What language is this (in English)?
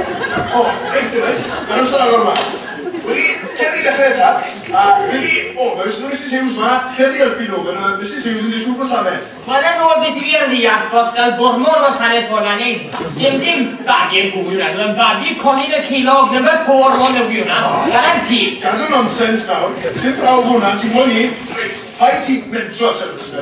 Welsh